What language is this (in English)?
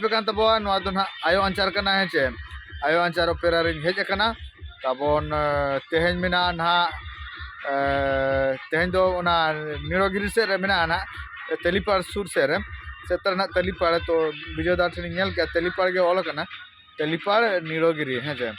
Santali